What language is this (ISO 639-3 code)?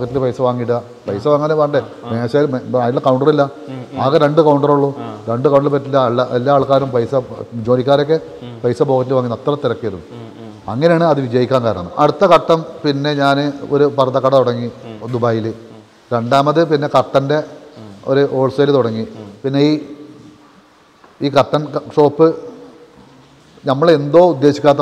mal